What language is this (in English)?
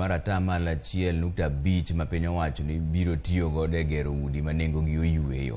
Luo (Kenya and Tanzania)